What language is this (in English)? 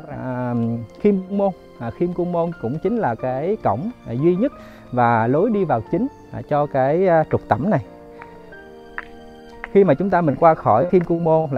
Vietnamese